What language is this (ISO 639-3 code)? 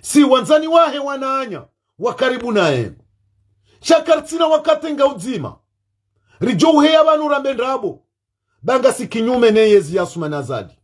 zdj